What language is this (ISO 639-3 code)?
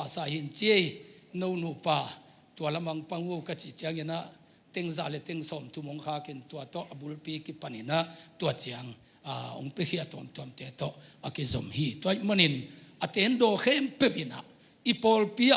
ctd